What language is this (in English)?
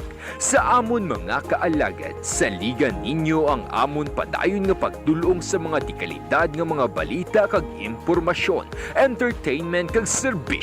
Hiligaynon